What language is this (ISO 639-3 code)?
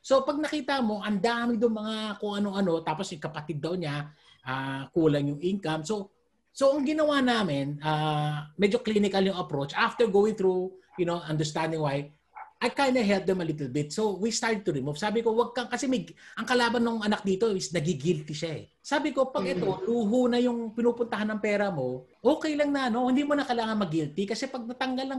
fil